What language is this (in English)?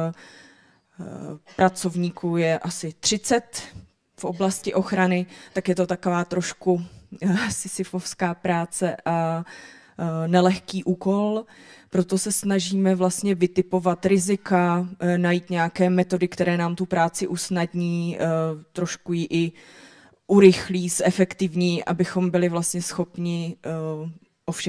Czech